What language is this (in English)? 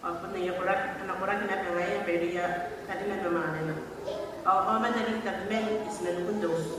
Gilbertese